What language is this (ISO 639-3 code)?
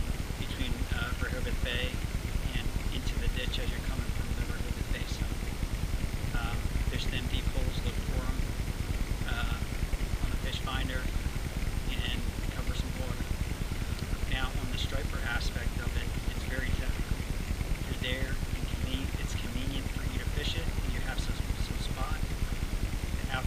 eng